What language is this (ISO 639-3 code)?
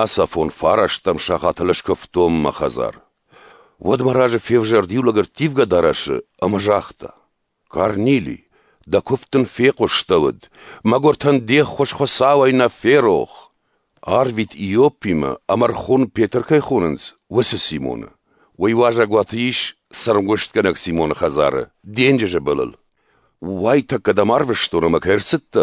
oss